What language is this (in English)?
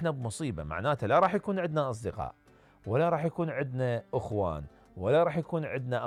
Mesopotamian Arabic